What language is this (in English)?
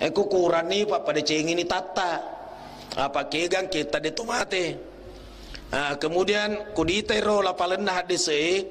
Buginese